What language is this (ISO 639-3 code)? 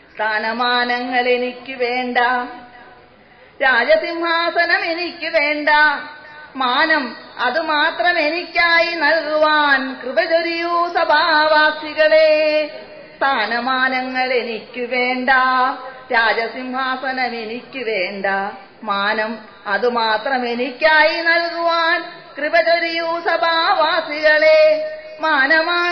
mal